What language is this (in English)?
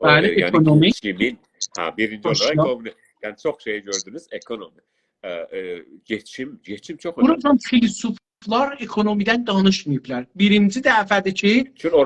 South Azerbaijani